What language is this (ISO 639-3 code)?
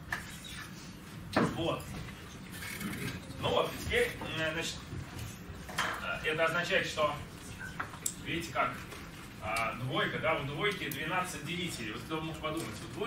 rus